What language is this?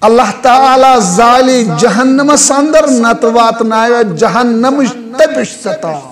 Kashmiri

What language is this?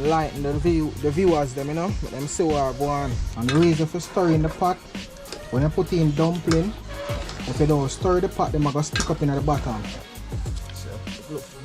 Jamaican Creole English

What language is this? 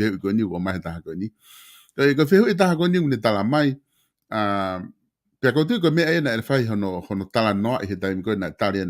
Tongan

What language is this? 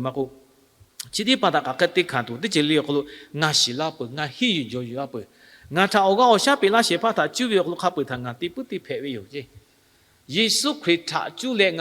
Lahu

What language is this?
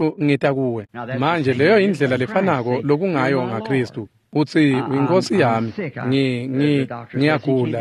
Swati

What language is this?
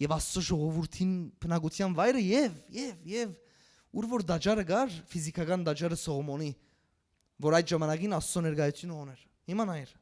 Western Armenian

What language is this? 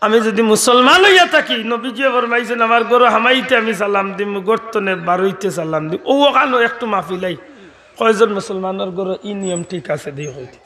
Sylheti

